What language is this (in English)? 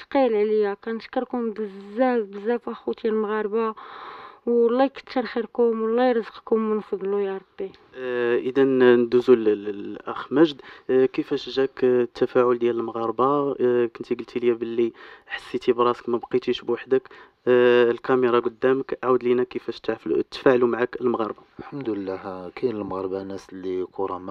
Moroccan Arabic